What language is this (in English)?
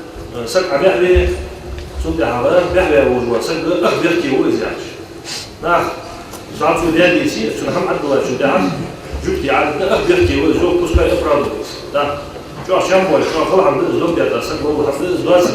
Ingush